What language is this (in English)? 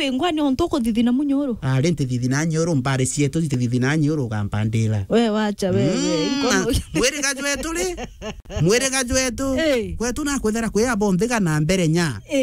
Meru